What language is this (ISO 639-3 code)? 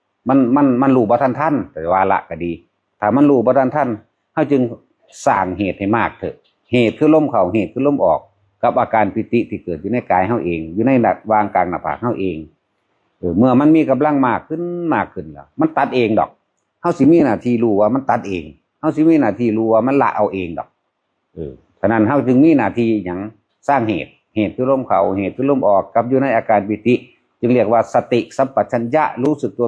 tts